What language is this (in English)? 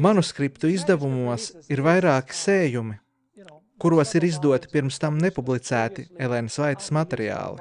Latvian